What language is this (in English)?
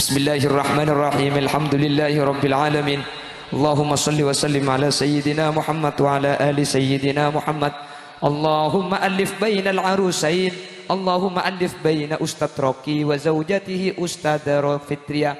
Madurese